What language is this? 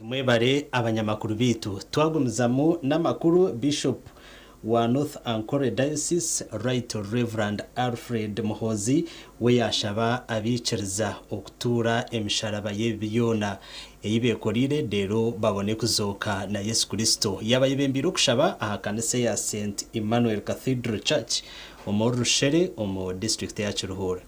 Nyankole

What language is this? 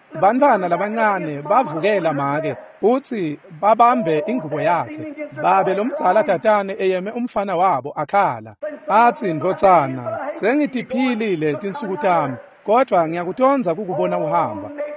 Swati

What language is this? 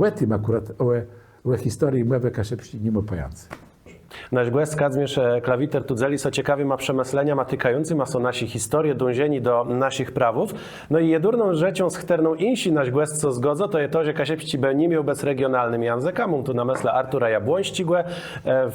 Kashubian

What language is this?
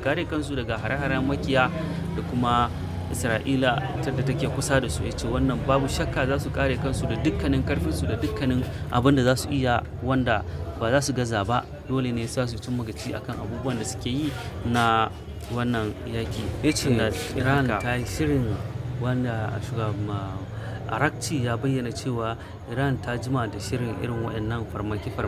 Hausa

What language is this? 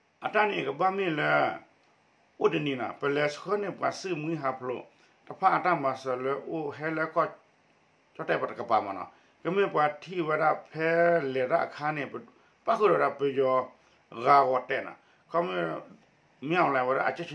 S'gaw Karen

